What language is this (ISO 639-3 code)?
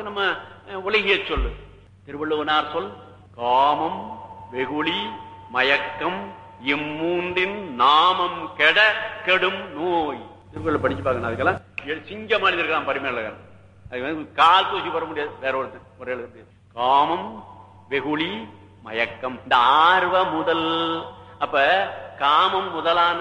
tam